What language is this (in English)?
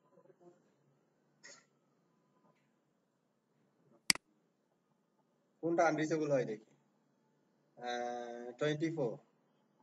Bangla